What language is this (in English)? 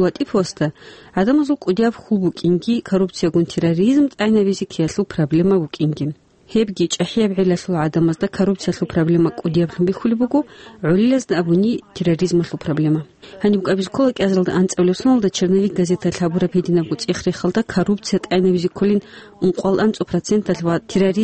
Avaric